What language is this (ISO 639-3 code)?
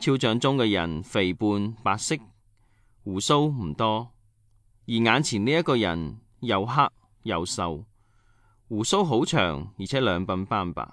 yue